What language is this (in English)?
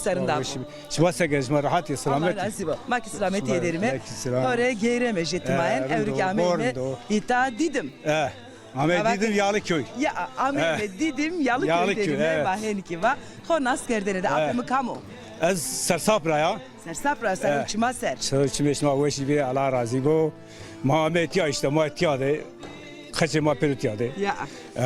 Zaza